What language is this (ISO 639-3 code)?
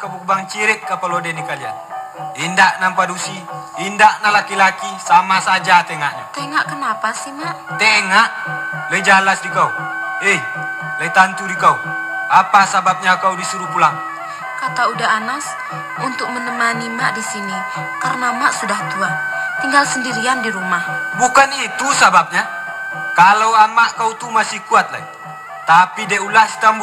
min